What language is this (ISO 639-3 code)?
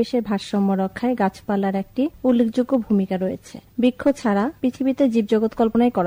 ben